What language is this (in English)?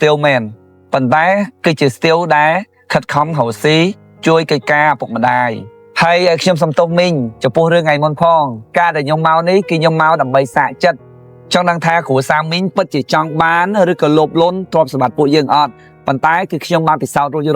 Khmer